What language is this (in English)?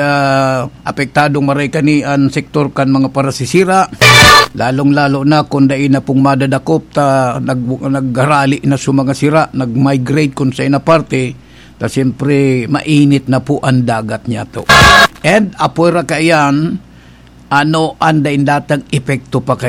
Bikol